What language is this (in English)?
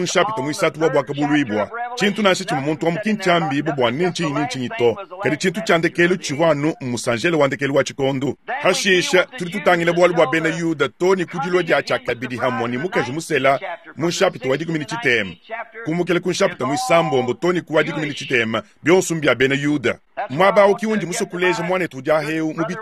Luba-Lulua